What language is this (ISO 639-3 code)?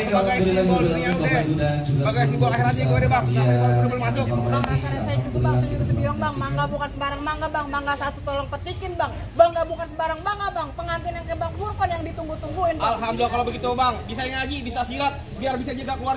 bew